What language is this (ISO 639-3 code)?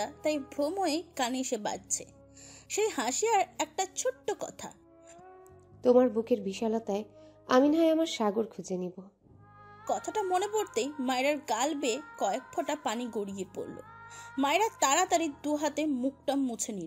ben